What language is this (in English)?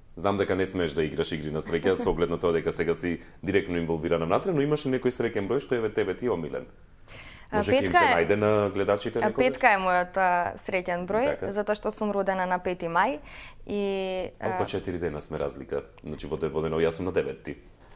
Macedonian